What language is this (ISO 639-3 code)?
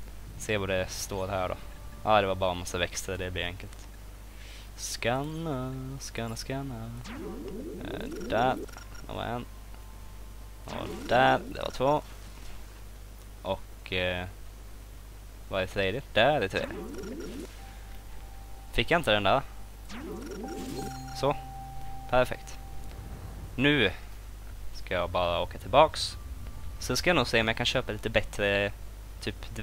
swe